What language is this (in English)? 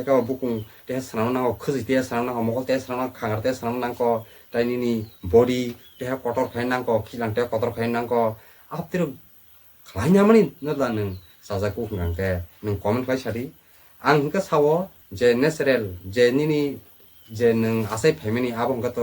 Kok Borok